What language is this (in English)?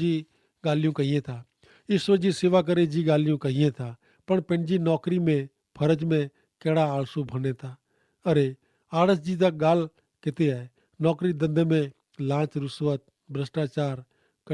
Kachhi